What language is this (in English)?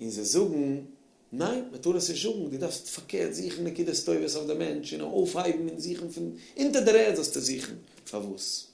Yiddish